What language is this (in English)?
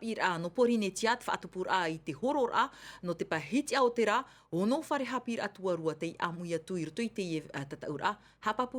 Tahitian